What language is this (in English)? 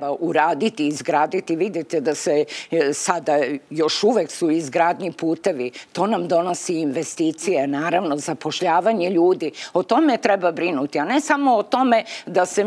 Serbian